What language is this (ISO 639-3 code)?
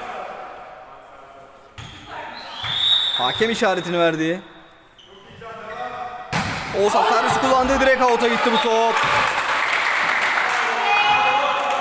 tur